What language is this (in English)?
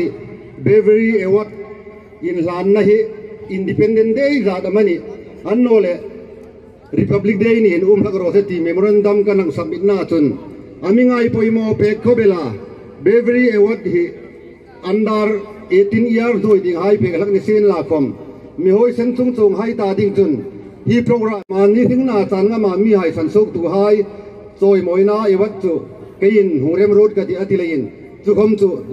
Hmar